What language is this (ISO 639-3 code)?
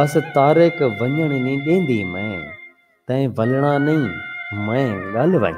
skr